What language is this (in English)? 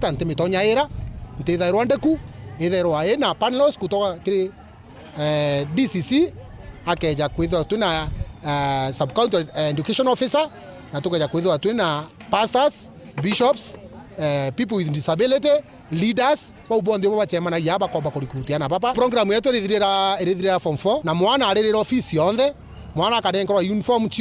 Meru